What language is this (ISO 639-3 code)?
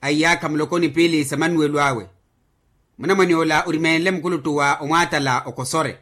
vmw